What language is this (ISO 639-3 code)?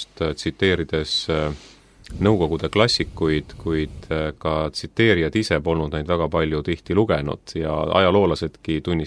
est